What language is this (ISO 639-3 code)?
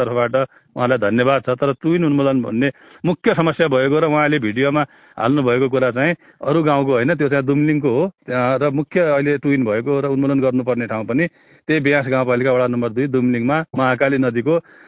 nep